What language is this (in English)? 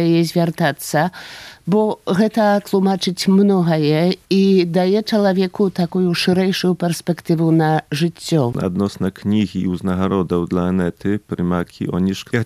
Belarusian